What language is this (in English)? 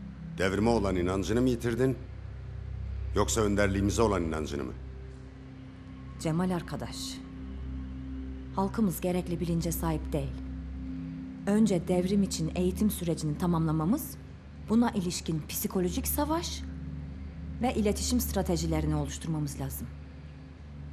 Turkish